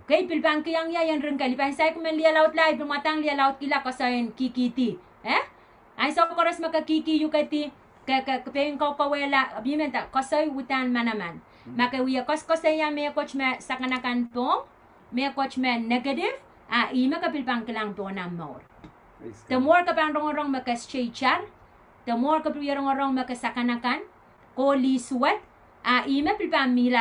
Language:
Pohnpeian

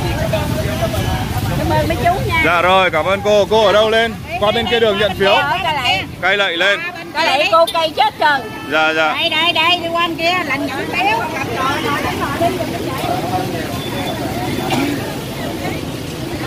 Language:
Vietnamese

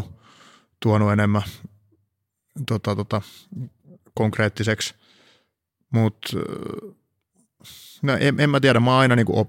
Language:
Finnish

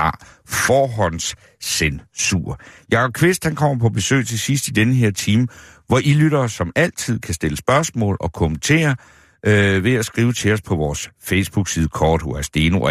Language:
Danish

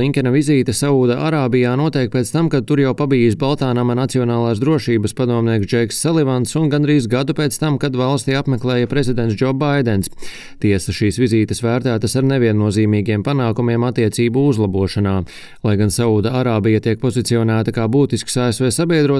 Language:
Latvian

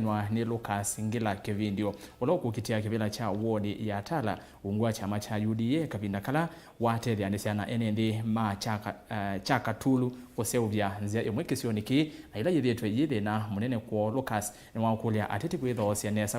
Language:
Kamba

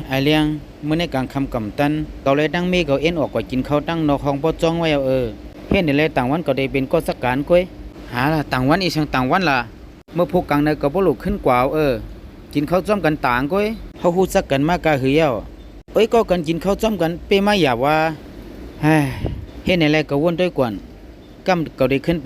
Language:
Shan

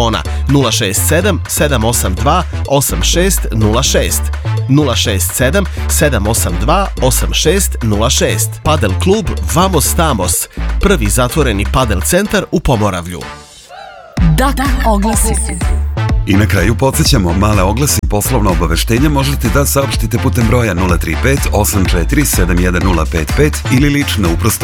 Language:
Serbian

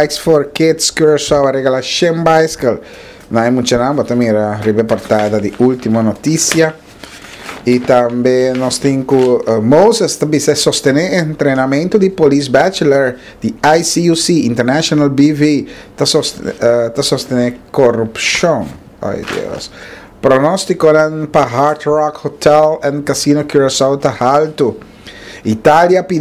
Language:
Papiamento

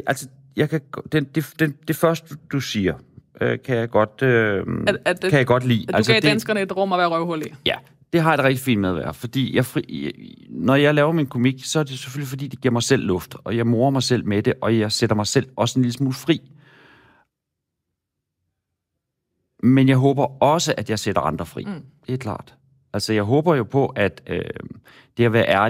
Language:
Danish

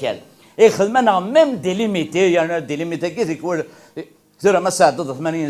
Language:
Kabyle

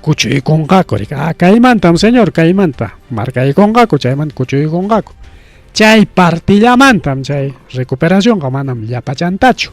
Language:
Ayacucho Quechua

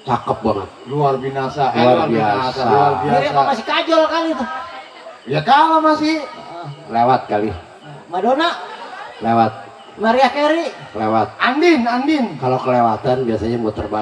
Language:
Betawi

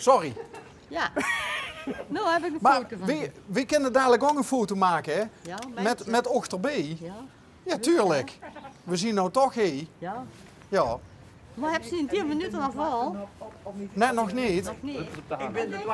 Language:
Limburgish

